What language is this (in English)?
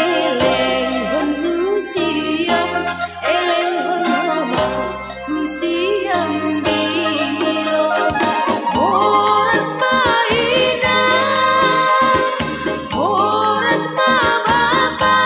Batak Simalungun